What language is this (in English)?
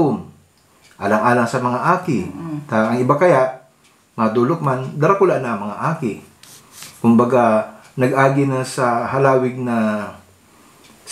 Bikol